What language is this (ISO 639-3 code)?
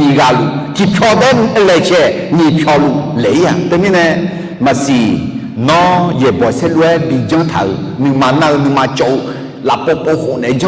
ahk